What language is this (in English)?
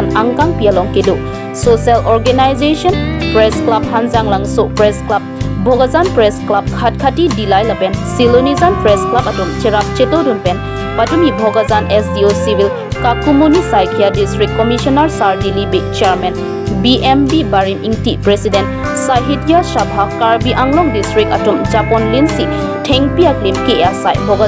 Karbi